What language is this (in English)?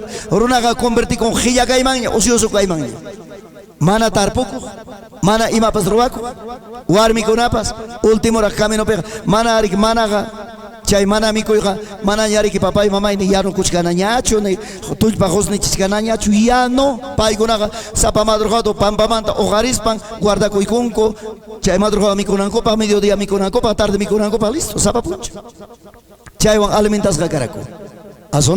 Ayacucho Quechua